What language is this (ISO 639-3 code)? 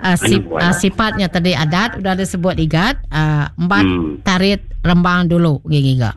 iba